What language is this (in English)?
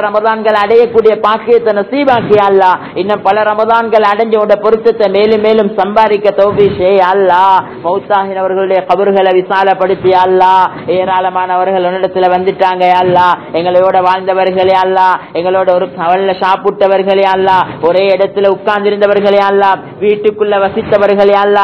Tamil